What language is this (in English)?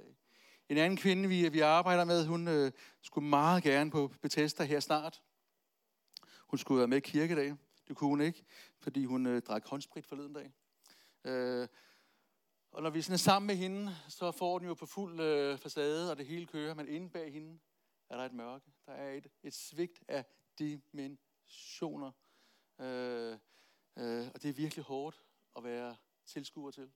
Danish